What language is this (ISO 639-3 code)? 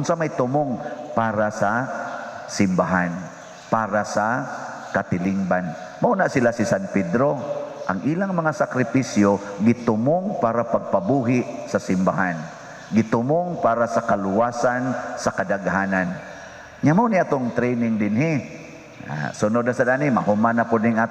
ceb